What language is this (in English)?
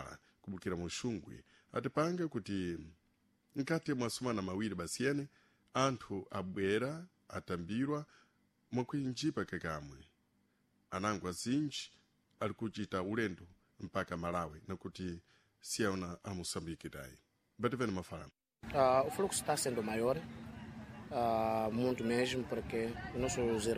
Sena